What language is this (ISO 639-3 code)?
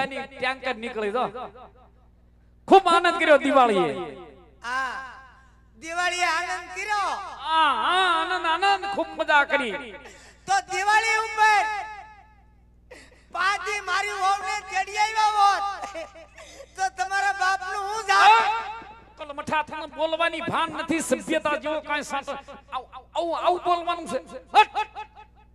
guj